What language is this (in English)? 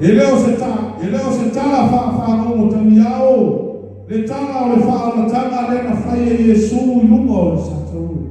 Samoan